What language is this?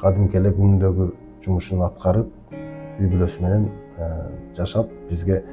Kyrgyz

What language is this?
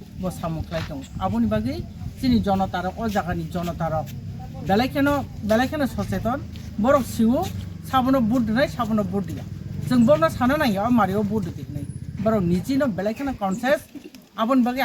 Kok Borok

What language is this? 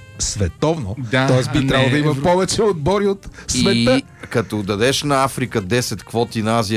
Bulgarian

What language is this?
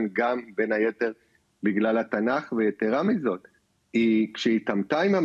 Hebrew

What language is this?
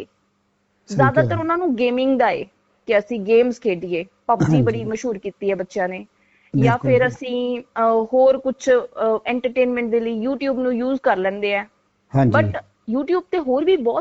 Punjabi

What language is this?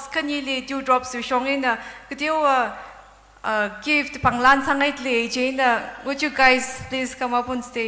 Tangkhul Naga (India)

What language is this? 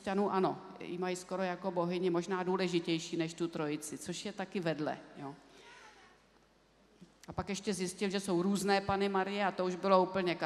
Czech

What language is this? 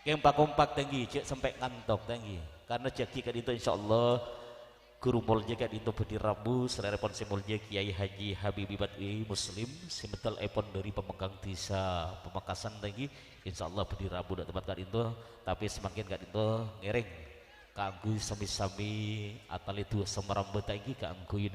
Madurese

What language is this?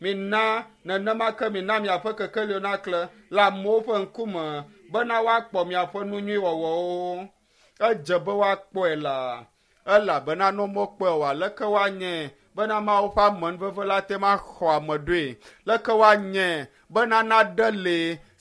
Ewe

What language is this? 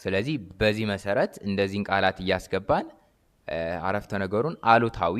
Amharic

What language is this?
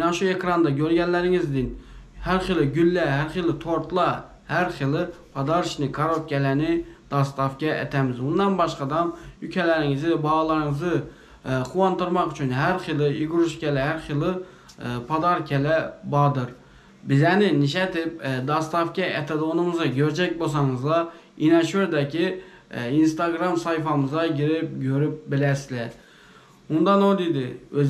Turkmen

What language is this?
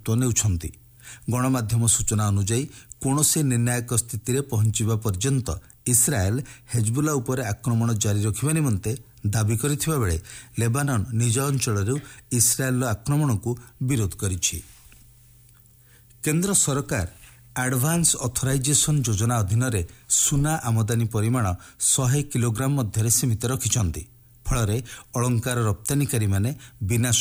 Odia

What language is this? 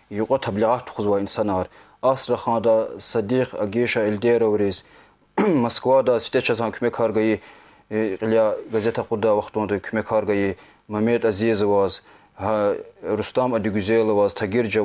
Lezghian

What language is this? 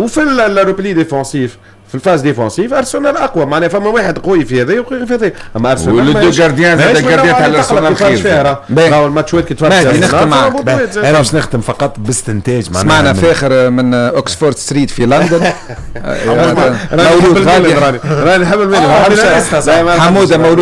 Tunisian Arabic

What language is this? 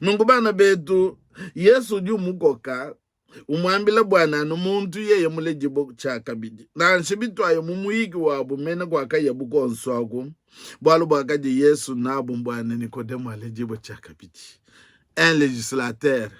Luba-Lulua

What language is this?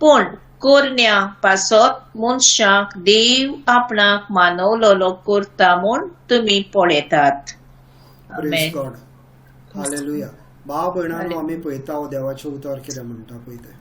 Konkani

